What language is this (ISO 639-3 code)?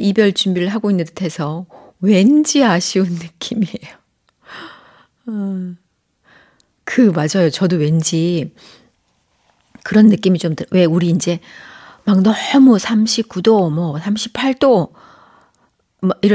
kor